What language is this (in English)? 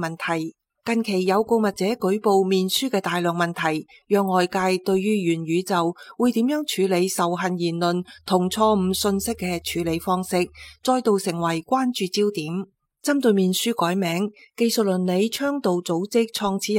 Cantonese